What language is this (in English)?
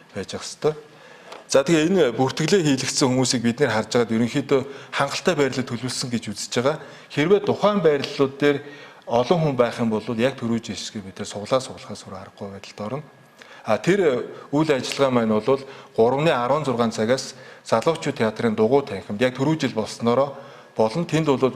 Mongolian